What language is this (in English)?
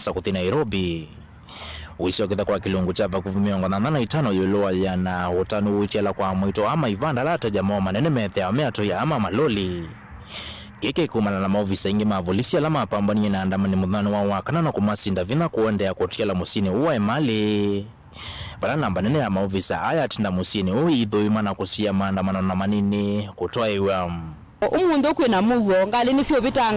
Kamba